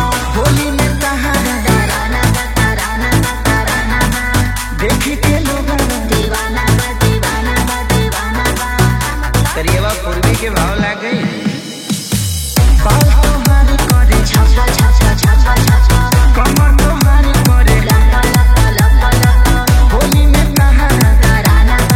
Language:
Bhojpuri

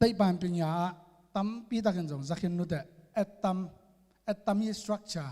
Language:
Tedim Chin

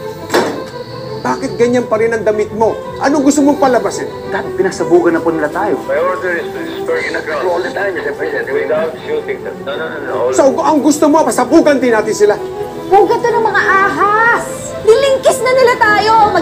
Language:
Filipino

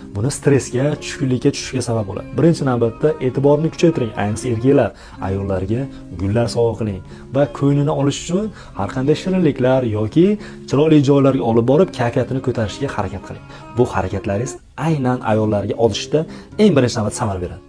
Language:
Uzbek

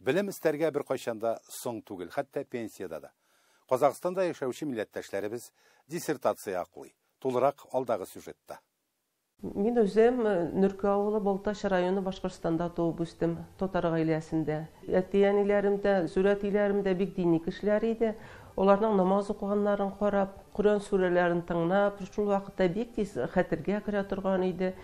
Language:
Tatar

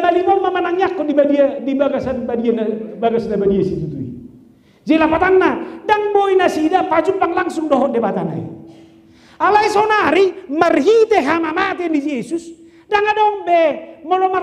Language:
Batak Toba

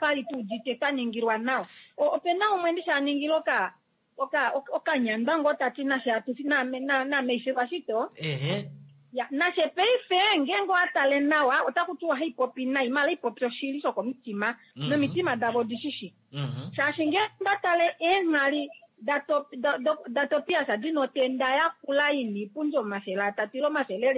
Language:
Kuanyama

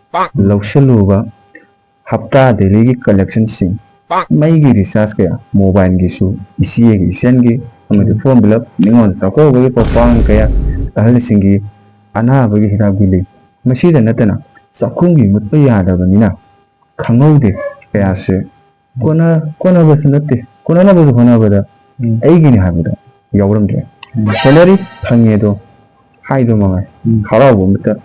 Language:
Manipuri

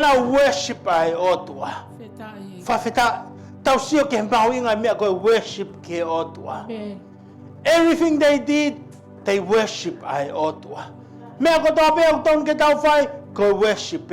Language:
Tongan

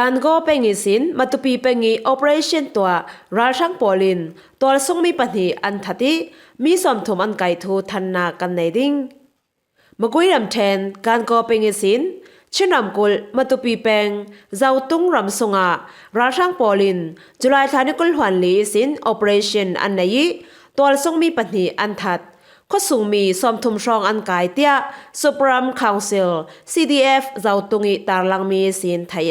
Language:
Falam Chin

